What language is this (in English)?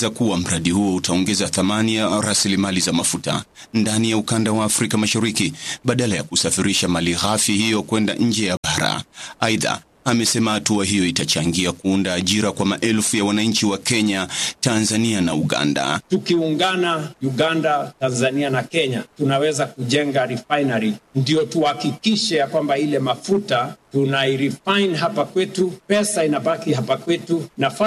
Swahili